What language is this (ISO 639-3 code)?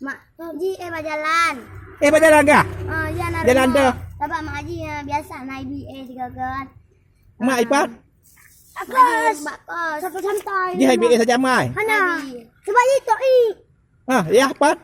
ace